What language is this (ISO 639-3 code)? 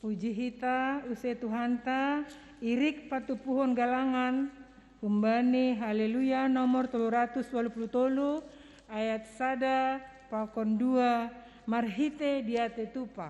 bts